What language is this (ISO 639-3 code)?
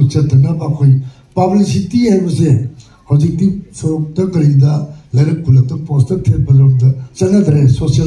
mni